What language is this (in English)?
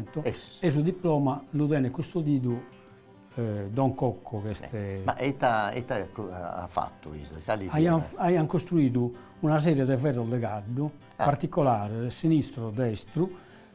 Sardinian